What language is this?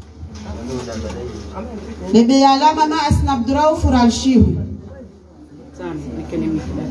Swahili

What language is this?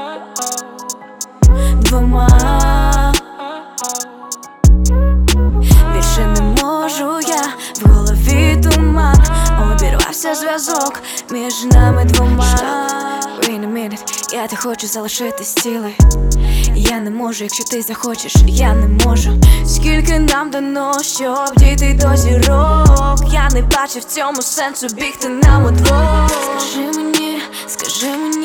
Ukrainian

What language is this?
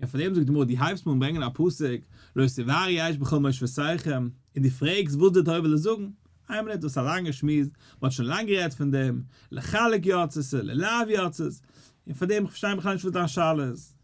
Yiddish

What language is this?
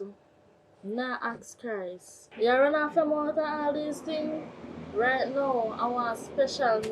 Jamaican Creole English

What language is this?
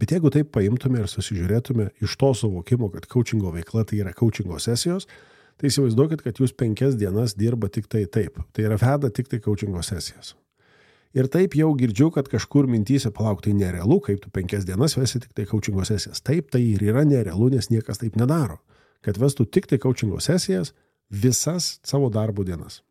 Lithuanian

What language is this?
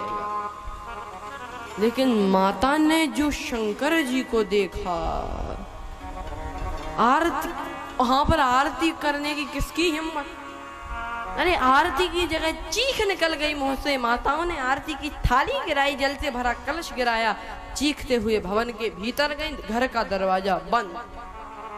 Hindi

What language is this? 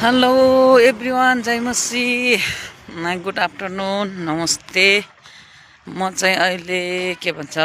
Nepali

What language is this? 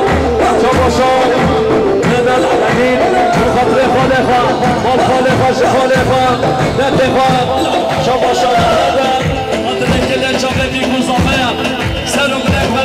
Kurdish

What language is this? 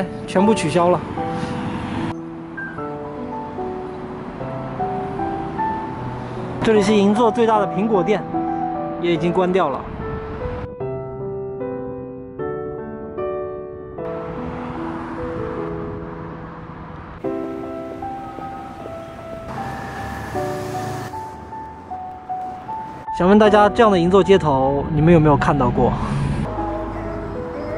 Chinese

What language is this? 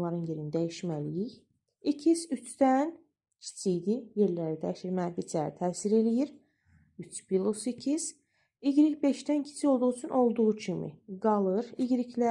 Azerbaijani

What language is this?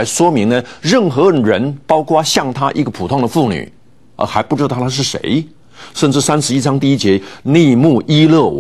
Chinese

